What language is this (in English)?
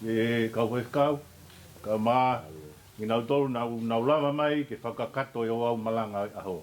Tongan